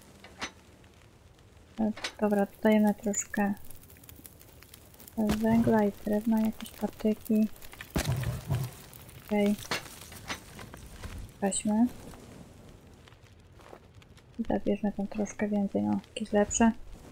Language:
Polish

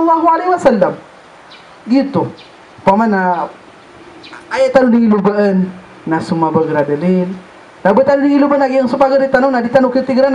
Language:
Maranao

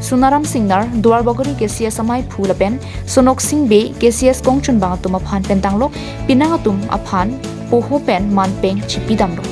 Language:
Karbi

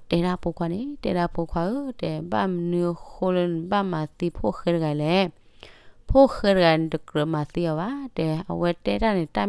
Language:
S'gaw Karen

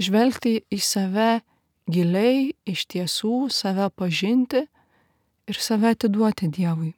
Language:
Lithuanian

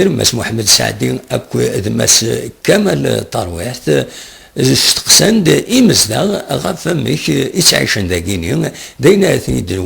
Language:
Kabyle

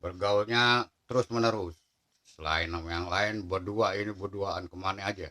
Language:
Betawi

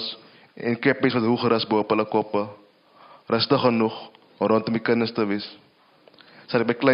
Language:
Afrikaans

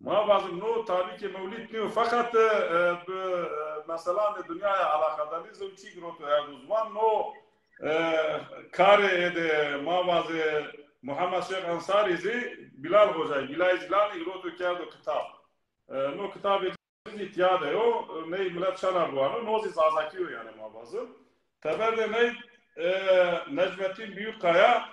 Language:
Zaza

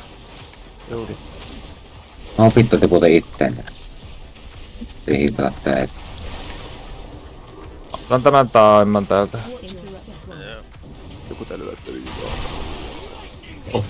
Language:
Finnish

